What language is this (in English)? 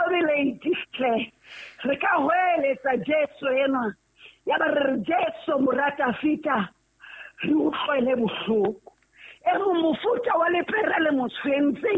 Southern Sotho